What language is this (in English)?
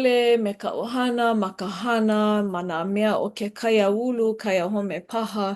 Hawaiian